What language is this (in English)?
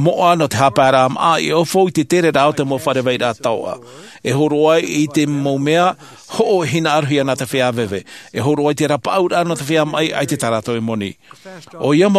Tahitian